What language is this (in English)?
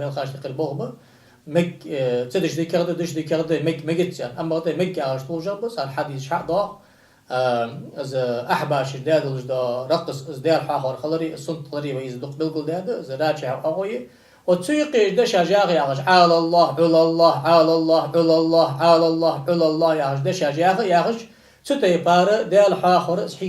Ingush